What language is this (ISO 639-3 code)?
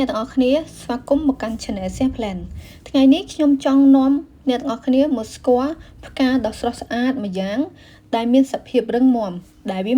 khm